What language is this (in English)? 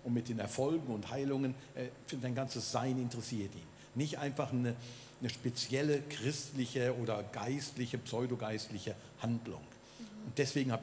Swiss German